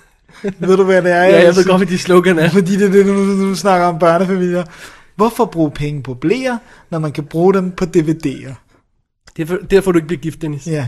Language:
Danish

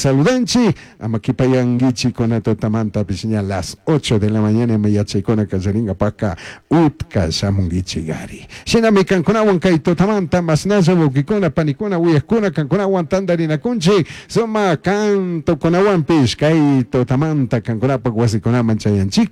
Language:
Chimborazo Highland Quichua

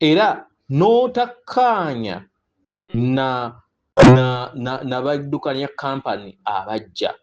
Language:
Ganda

